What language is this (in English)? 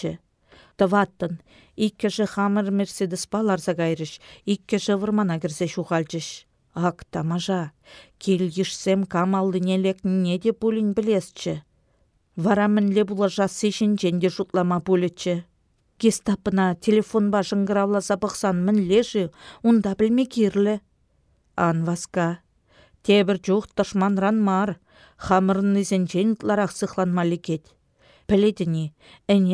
Chuvash